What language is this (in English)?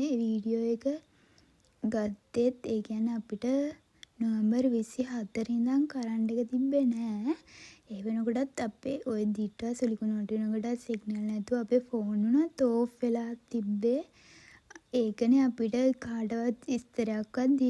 Sinhala